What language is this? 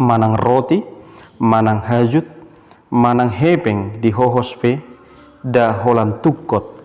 Batak Toba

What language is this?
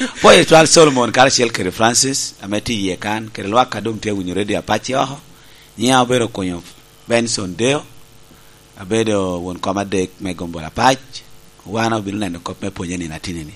Lango (Uganda)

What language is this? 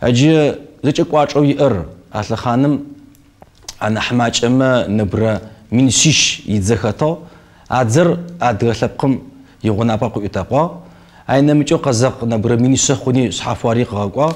Kabardian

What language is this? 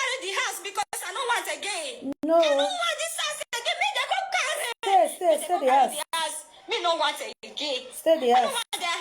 Nigerian Pidgin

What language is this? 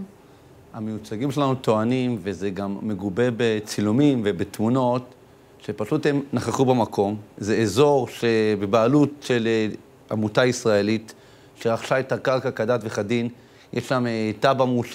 Hebrew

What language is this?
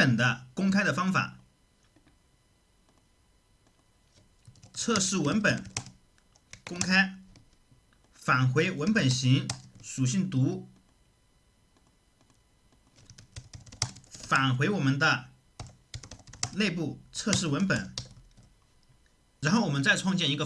Chinese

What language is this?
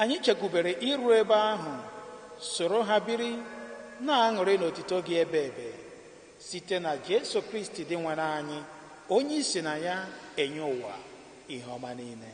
Igbo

